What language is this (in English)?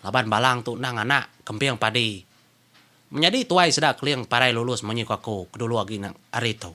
Iban